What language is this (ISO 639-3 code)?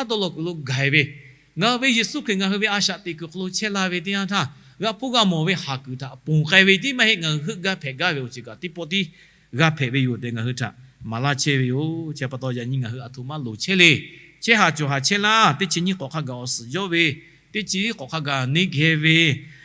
lhu